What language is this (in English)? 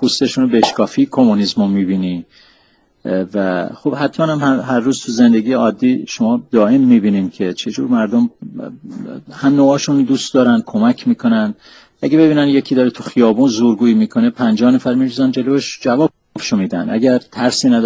Persian